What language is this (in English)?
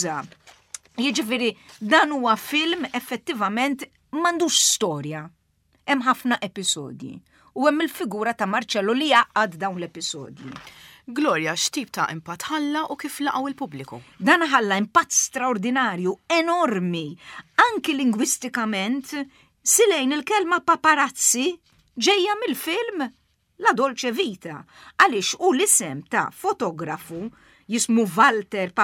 Maltese